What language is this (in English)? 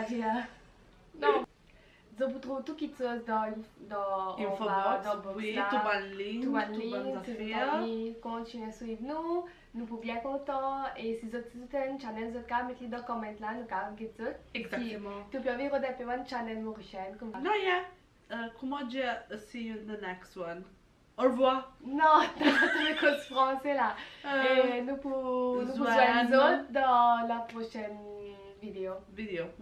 Morisyen